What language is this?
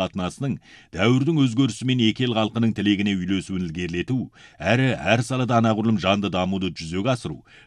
Kazakh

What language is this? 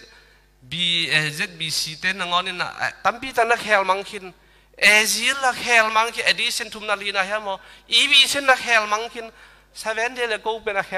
Tedim Chin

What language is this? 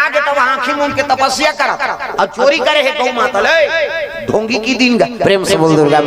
Chhattisgarhi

